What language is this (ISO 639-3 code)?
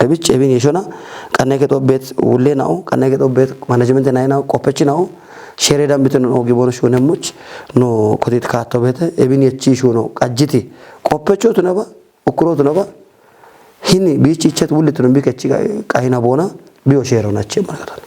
kbr